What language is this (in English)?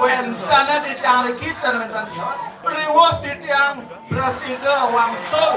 Balinese